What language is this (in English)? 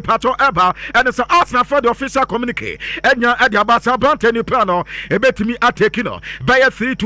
Akan